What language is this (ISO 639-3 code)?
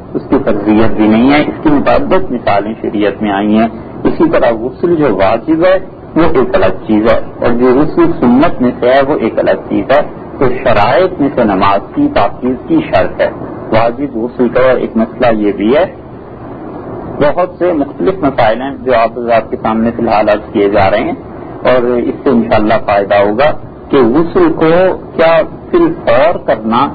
urd